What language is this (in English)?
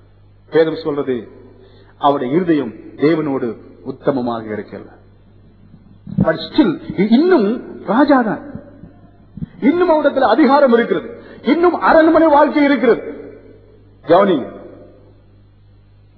Tamil